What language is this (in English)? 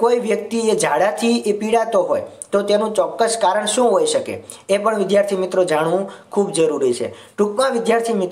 Gujarati